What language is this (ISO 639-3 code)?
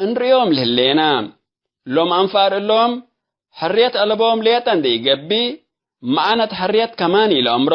tig